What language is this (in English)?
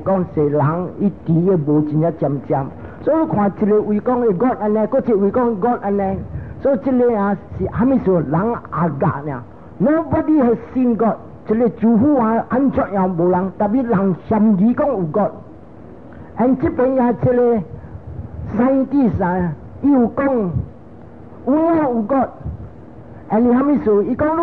Min Nan Chinese